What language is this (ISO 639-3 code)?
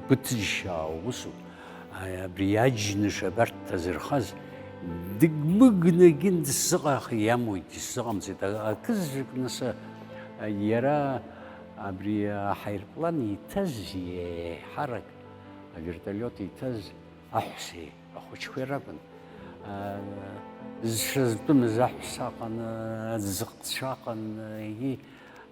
abk